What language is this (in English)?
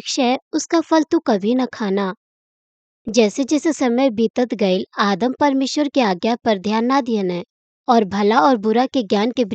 Bhojpuri